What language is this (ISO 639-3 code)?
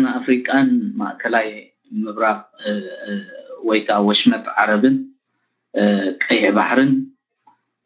tir